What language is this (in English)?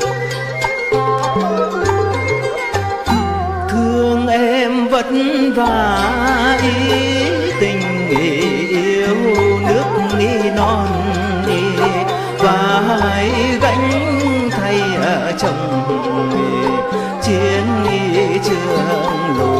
Vietnamese